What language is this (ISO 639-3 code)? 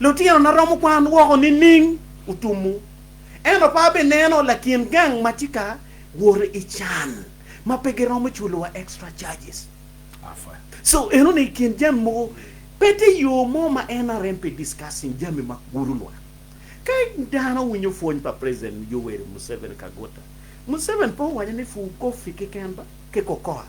ach